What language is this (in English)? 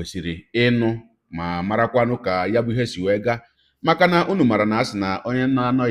Igbo